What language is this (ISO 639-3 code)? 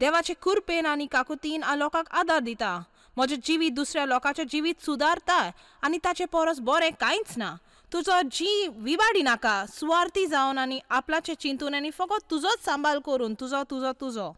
kok